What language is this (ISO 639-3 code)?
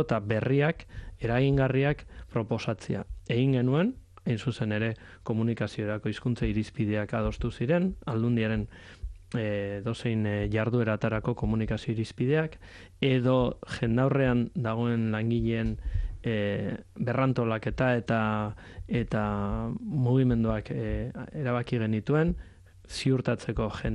eus